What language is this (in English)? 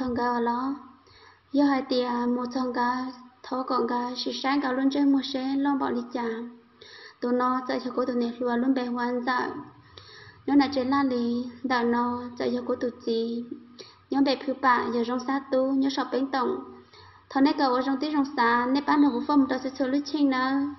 Hmong